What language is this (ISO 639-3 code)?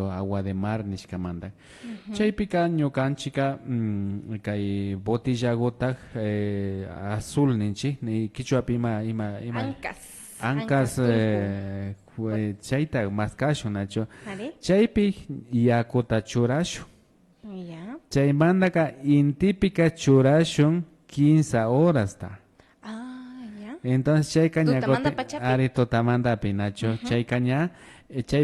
qvi